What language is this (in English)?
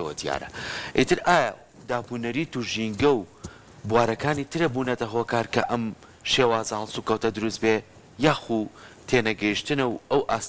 Central Kurdish